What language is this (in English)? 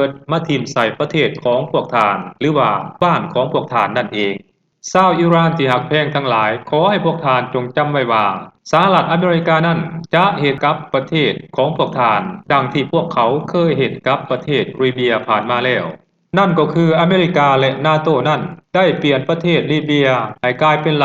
Lao